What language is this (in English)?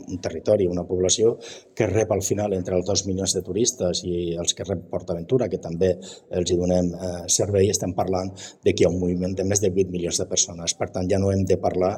Catalan